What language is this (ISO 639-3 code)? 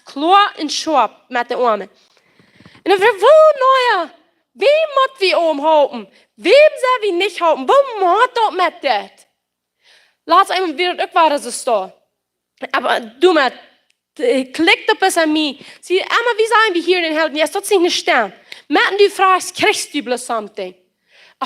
pdt